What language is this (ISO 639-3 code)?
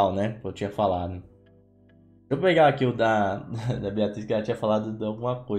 por